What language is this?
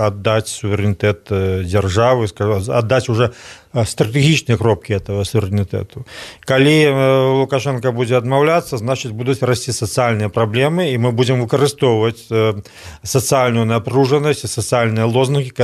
Belarusian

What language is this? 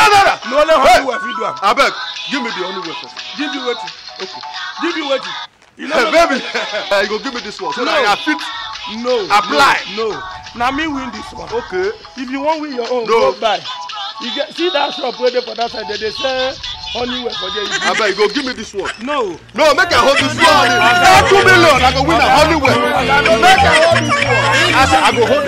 Nigerian Pidgin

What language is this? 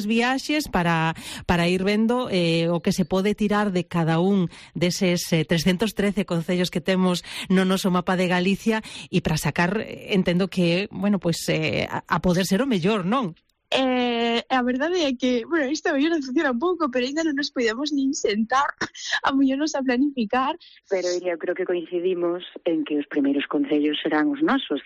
Galician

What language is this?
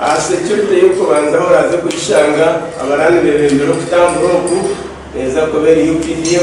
Nyankole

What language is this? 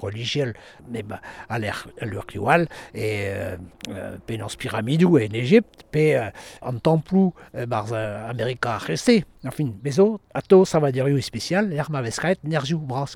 Breton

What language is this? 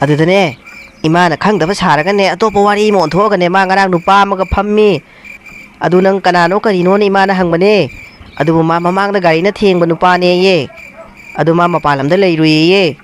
Manipuri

